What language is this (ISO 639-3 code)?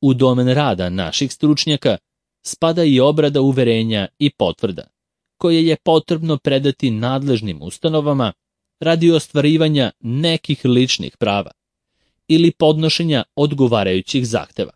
srp